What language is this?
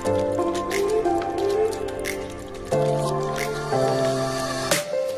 Polish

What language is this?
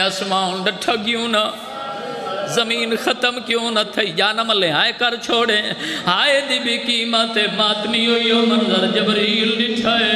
Saraiki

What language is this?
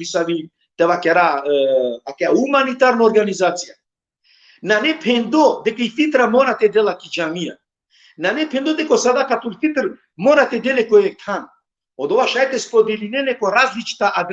Balkan Romani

